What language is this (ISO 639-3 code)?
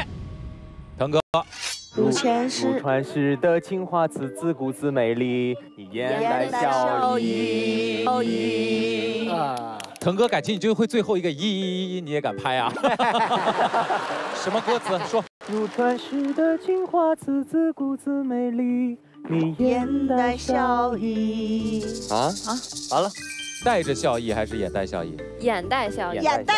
zho